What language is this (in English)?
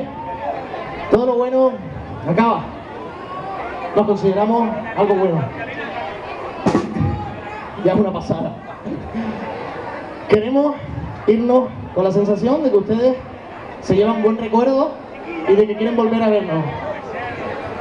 Spanish